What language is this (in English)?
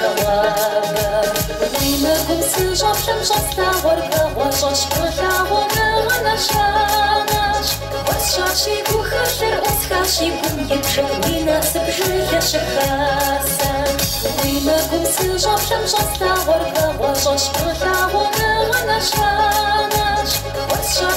Kabardian